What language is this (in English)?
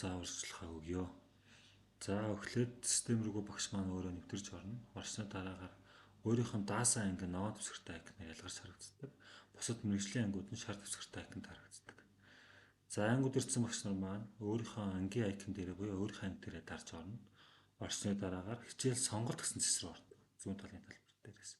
Mongolian